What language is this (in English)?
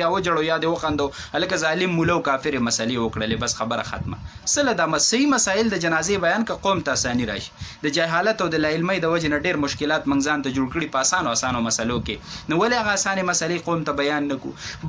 Pashto